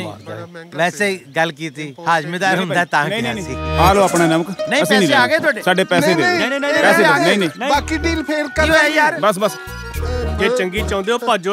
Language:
Punjabi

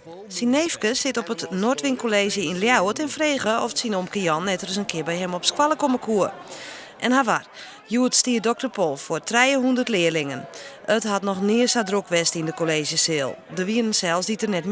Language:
Western Frisian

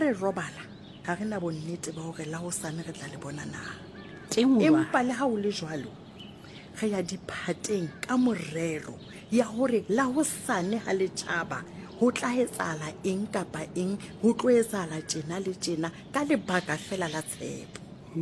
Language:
Southern Sotho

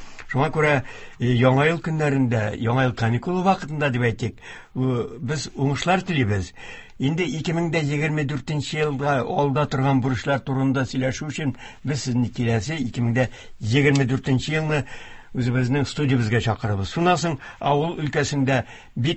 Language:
Tatar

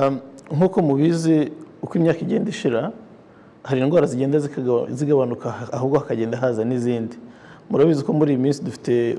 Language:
Kinyarwanda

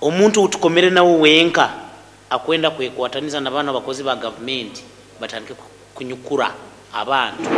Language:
Nyoro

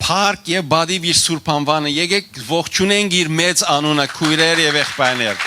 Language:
Western Armenian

